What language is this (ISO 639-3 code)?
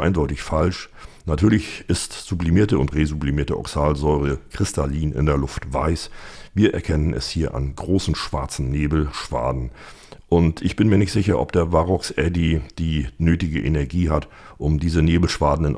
deu